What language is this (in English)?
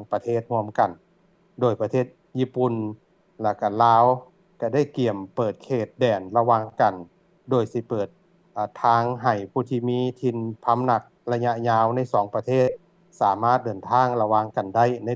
Lao